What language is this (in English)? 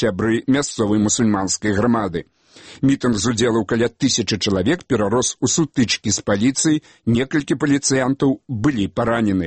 Belarusian